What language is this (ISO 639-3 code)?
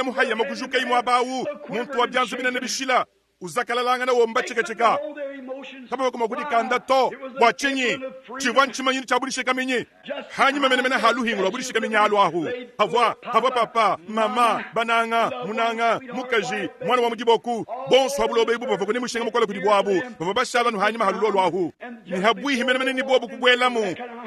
lua